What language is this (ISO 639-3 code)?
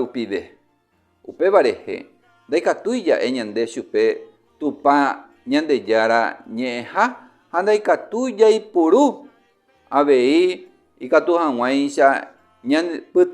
grn